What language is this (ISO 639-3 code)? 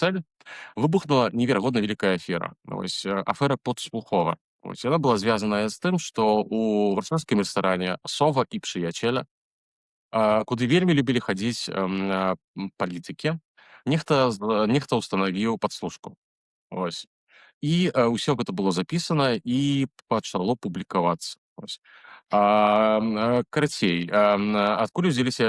bel